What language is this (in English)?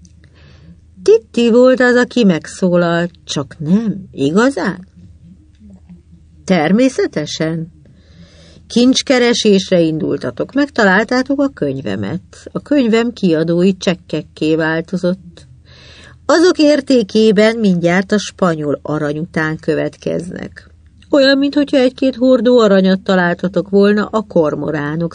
Hungarian